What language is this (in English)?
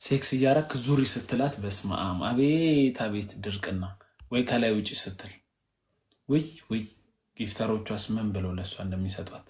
Amharic